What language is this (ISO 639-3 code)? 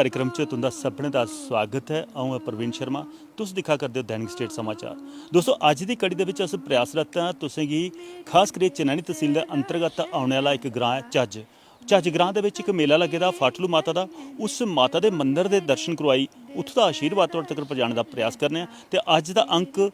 doi